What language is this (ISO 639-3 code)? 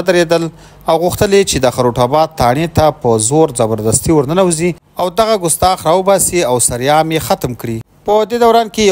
pus